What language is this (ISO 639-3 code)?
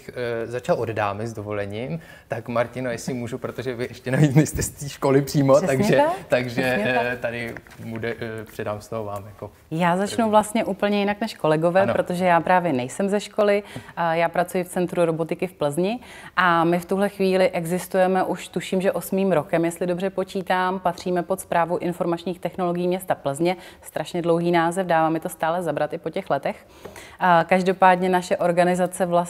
ces